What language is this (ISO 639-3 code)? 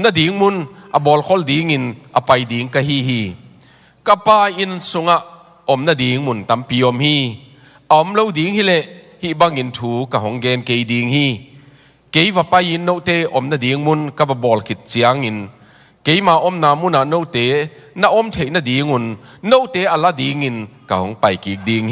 ctd